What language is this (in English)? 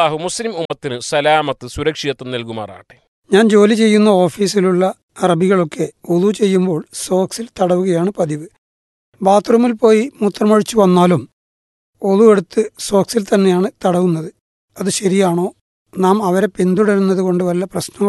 Malayalam